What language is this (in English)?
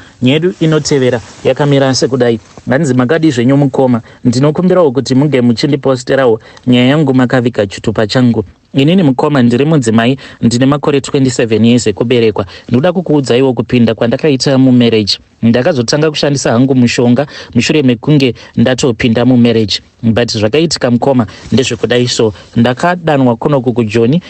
Shona